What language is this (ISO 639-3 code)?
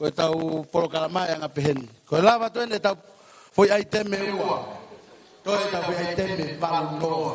ton